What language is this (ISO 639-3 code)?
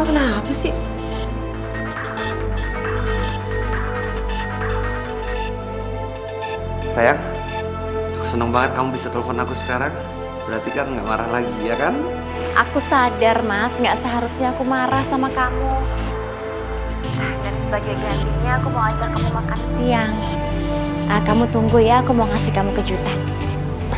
ind